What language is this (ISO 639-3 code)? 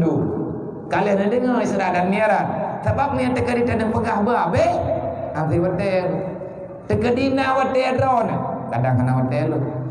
ace